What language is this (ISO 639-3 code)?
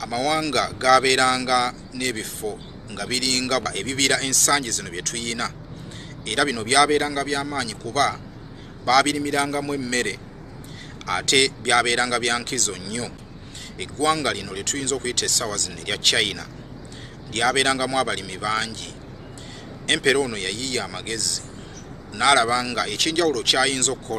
lug